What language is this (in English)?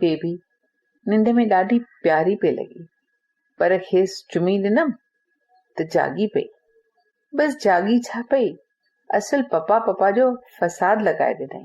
Sindhi